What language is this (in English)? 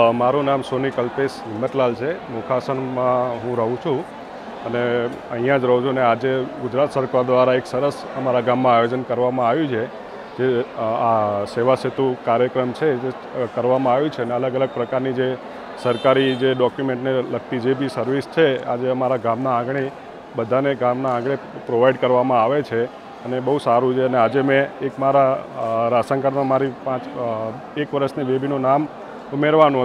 Gujarati